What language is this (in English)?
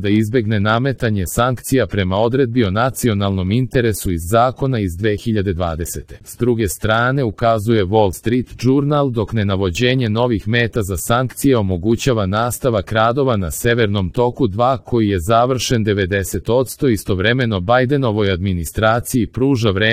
Serbian